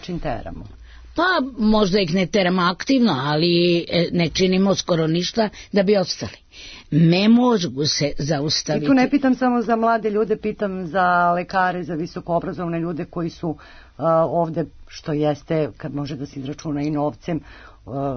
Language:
Serbian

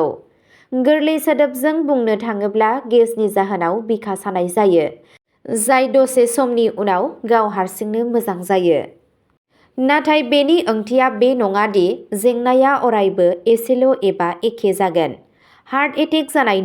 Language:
Bodo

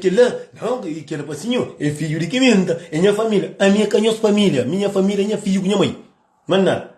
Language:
Kabuverdianu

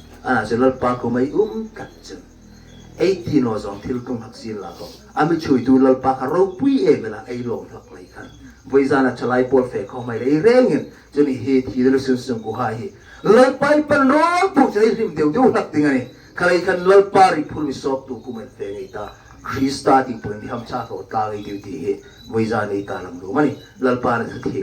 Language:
Hmar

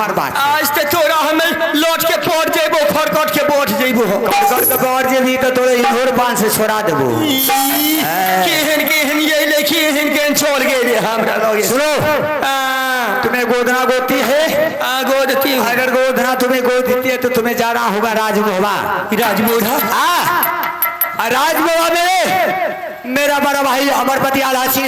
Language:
Maithili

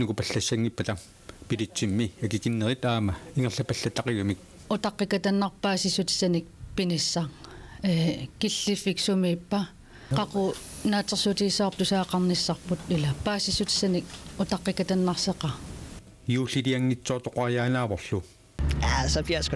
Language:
Kalaallisut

